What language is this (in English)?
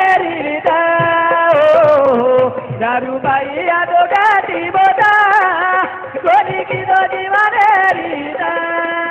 Lambadi